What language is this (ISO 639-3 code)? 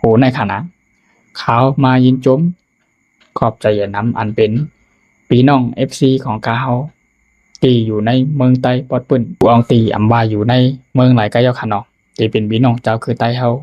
shn